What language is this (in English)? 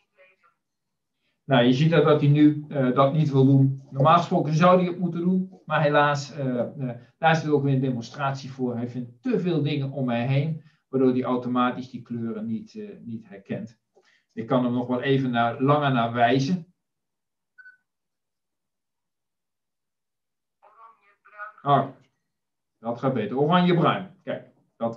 Dutch